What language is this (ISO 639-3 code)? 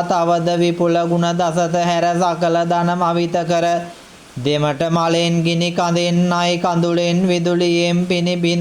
sin